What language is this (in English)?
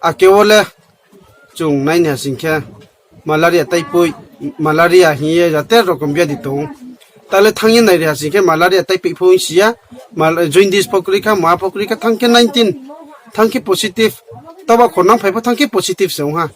Riang (India)